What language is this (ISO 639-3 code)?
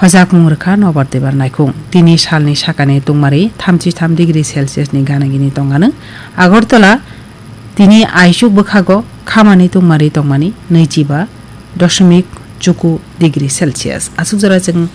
trp